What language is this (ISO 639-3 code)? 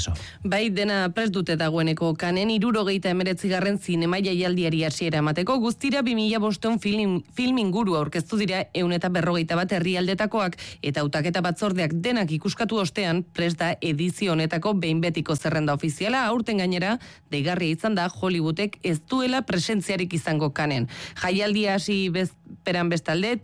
eus